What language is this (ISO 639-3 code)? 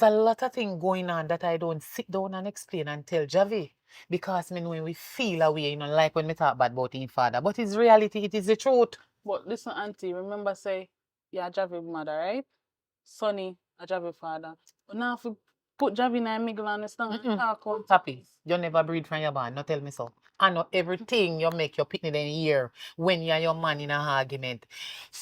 jam